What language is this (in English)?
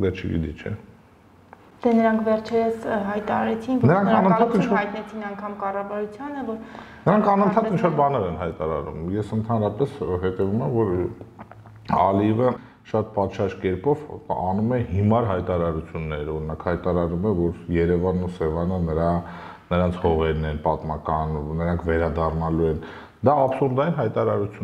Armenian